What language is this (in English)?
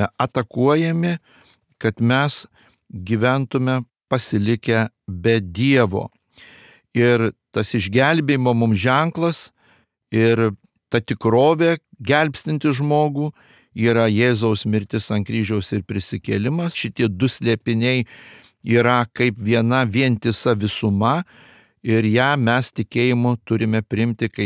Lithuanian